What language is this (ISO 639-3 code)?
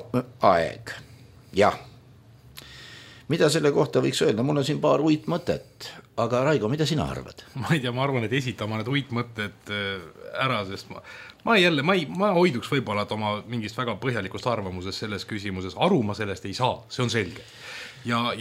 est